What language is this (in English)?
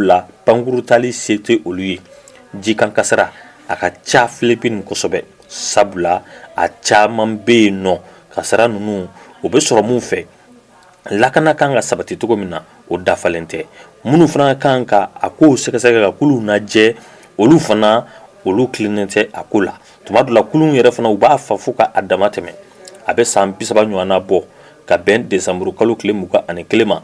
Bambara